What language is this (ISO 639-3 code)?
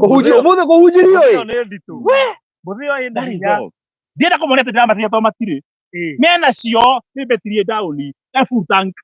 kik